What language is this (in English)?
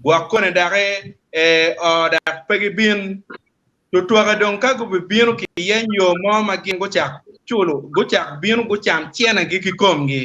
Acoli